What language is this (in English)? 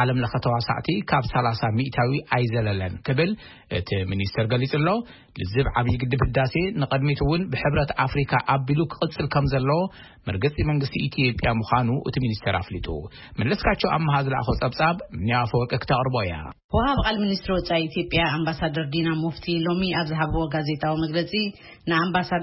Tigrinya